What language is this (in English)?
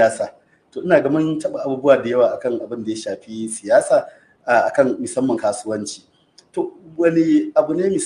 Hausa